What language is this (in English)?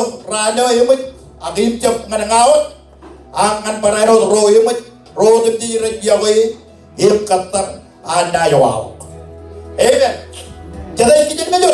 Marshallese